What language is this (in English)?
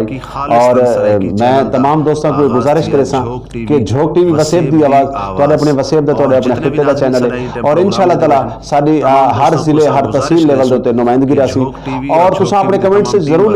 Saraiki